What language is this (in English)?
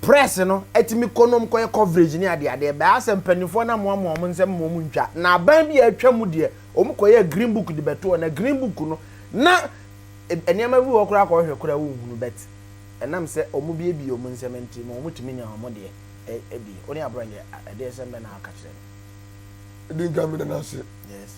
Akan